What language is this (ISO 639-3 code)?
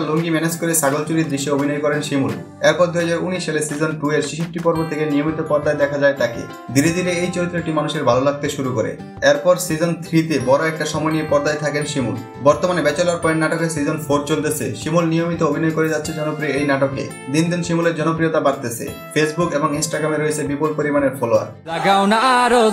ben